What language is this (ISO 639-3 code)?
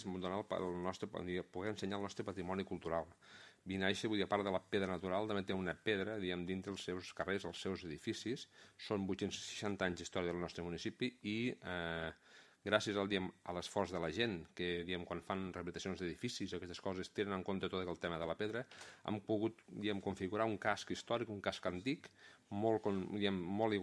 cat